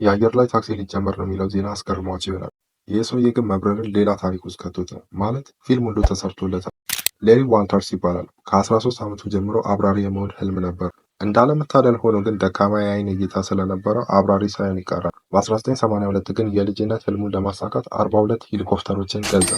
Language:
Amharic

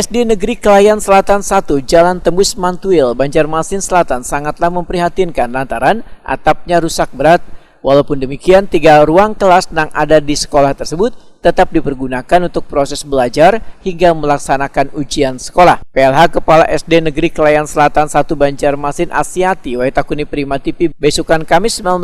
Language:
Banjar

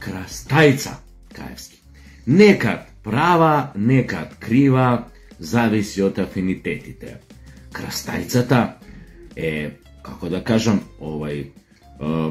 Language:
Macedonian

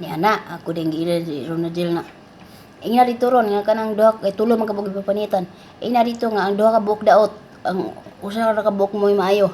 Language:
Cebuano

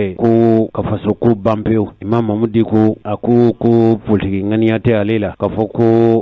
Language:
Bambara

